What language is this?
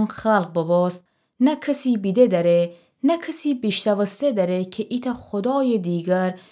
Gilaki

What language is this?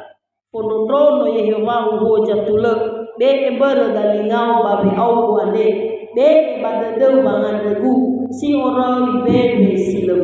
Nias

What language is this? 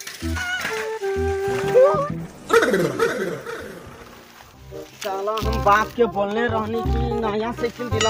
Bhojpuri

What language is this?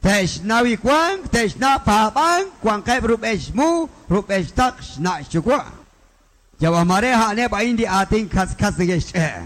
Kekchí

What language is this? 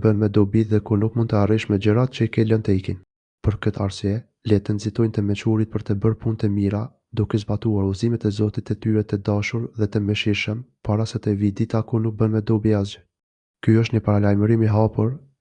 Albanian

